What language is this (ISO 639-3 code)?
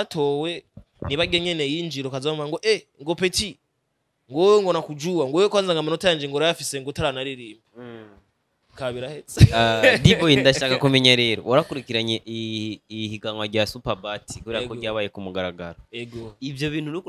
run